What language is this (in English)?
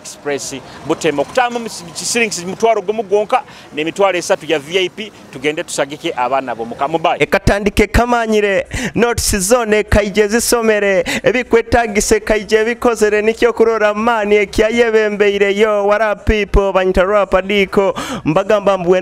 Nyoro